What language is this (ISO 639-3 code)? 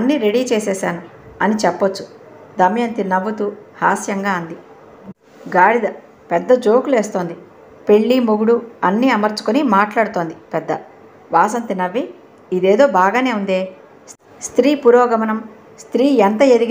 tel